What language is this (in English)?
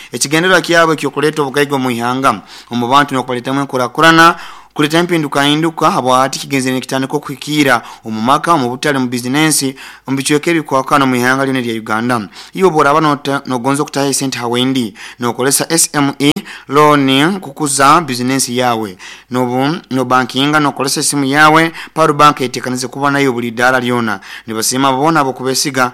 Nyoro